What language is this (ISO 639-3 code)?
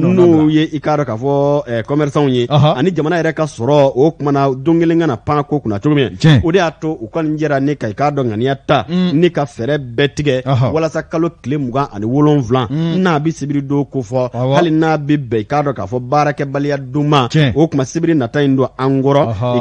bam